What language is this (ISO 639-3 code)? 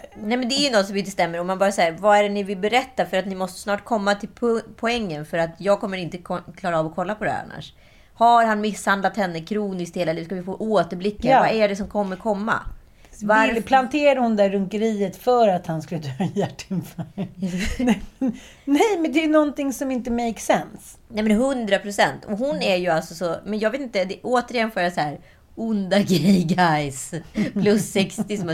swe